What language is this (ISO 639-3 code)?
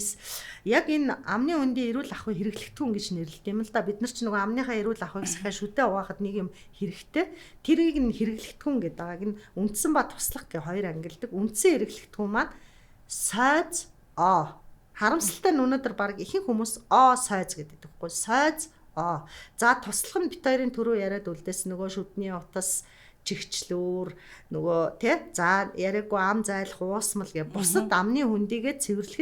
mon